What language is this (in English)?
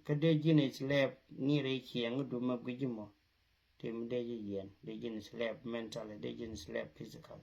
Nuer